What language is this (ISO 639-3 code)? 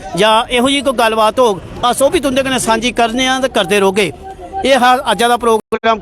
doi